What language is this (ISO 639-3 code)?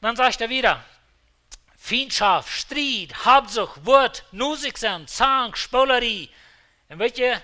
pdt